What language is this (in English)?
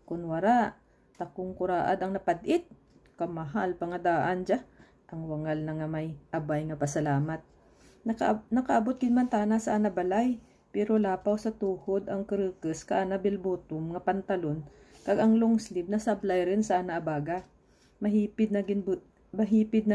Kinaray-a